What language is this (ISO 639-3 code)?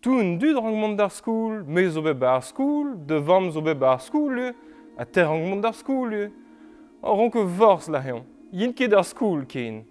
bre